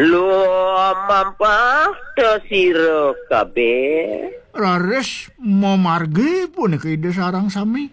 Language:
Balinese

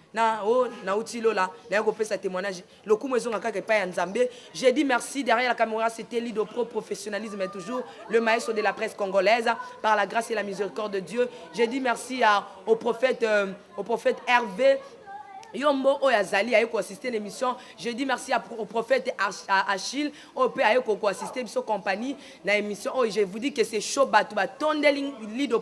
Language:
Lingala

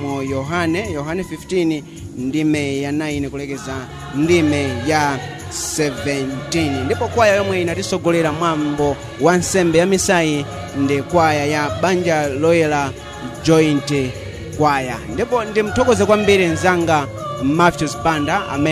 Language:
Nyanja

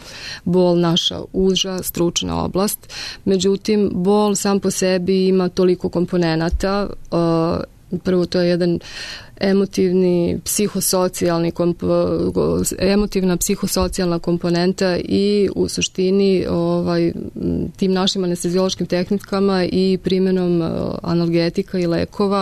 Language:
Serbian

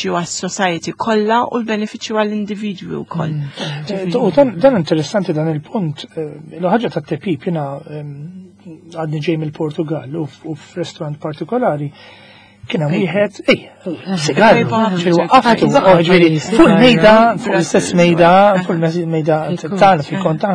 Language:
Maltese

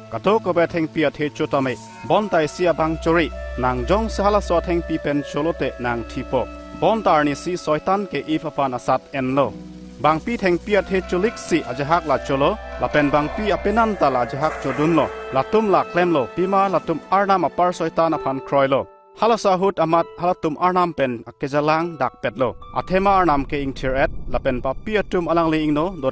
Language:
Karbi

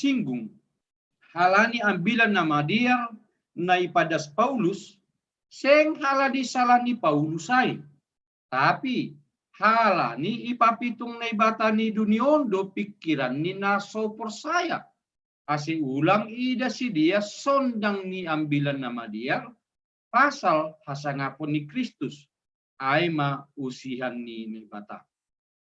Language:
Batak Simalungun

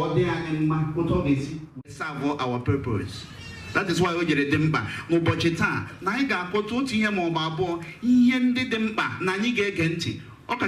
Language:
Igbo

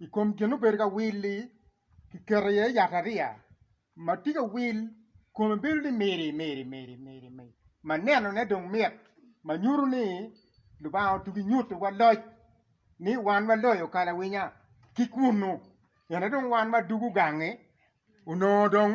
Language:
Acoli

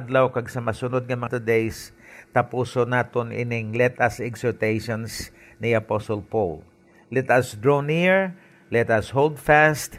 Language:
Hiligaynon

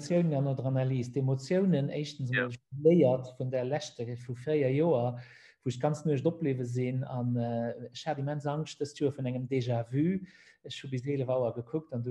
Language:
Luxembourgish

